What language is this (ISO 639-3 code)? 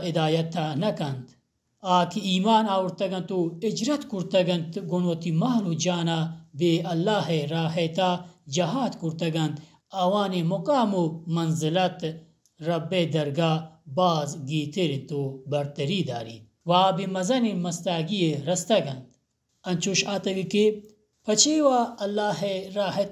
bal